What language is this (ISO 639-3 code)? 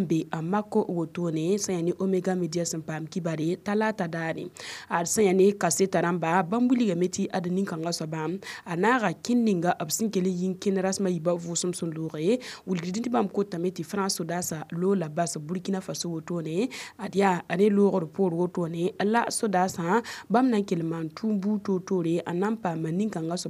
mos